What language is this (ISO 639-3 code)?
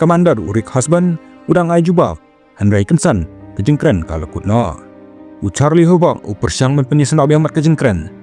kha